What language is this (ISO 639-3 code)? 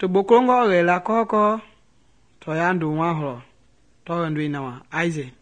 men